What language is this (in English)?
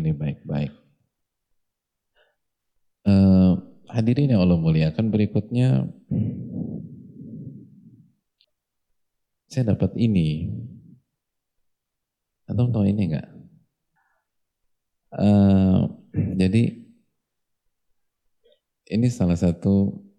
Indonesian